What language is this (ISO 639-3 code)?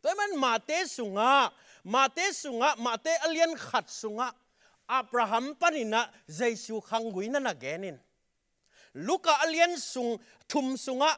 ctd